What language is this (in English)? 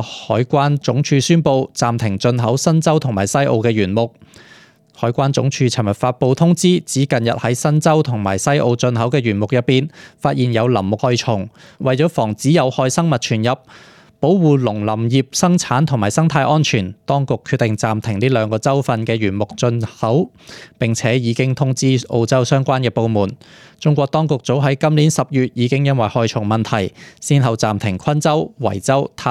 Cantonese